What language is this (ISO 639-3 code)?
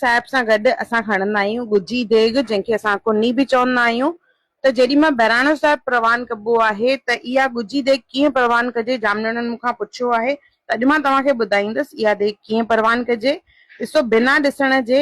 snd